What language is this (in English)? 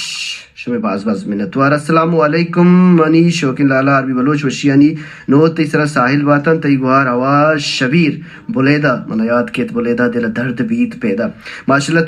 Baluchi